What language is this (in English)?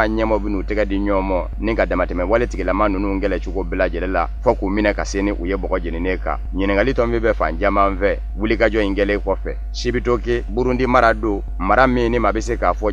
Bambara